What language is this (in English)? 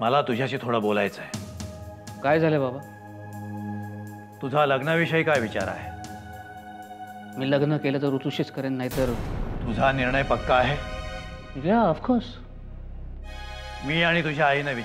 Marathi